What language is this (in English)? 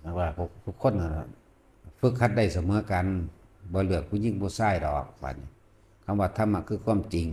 Northeastern Thai